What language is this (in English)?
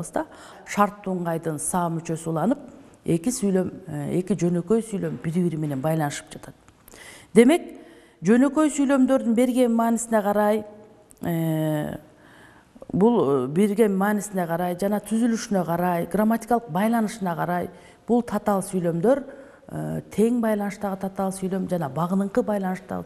Kyrgyz